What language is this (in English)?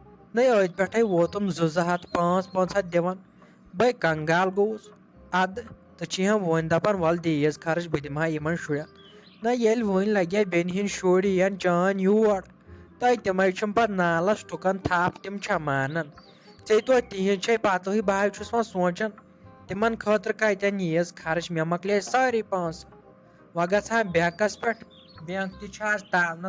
Kashmiri